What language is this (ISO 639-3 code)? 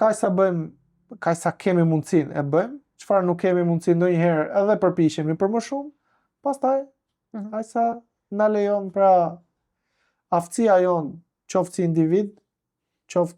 sqi